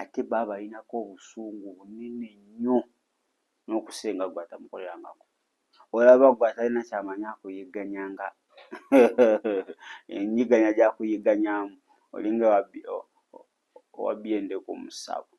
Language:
Ganda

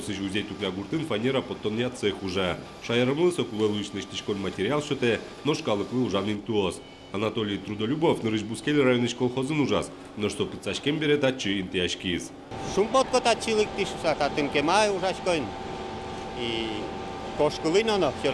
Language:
Udmurt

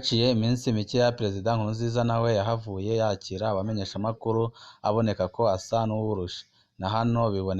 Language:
Rundi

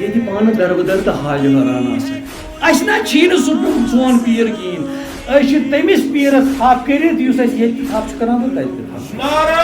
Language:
Kashmiri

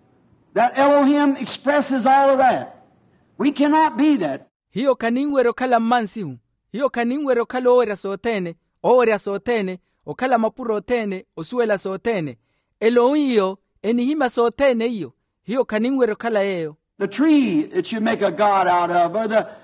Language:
Makhuwa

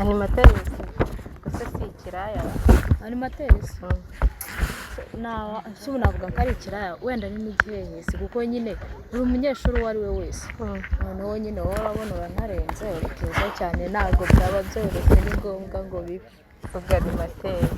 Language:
Kinyarwanda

